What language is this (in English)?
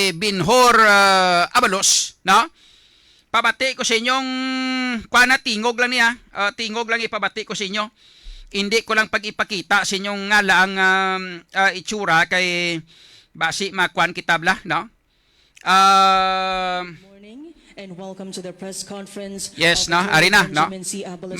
Hiligaynon